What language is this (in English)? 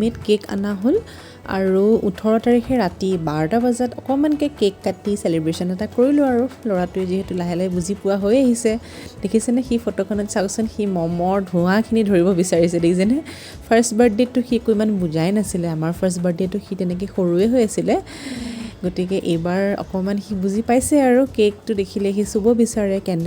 Assamese